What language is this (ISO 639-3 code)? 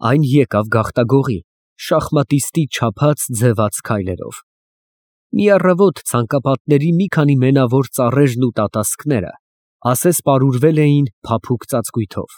hye